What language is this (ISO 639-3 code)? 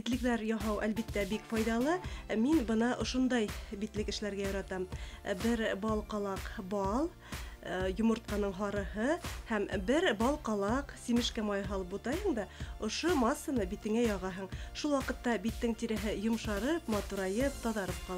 bak